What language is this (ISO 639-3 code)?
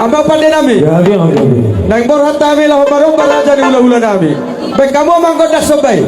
bbc